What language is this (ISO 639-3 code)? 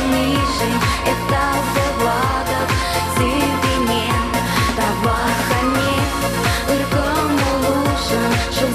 chv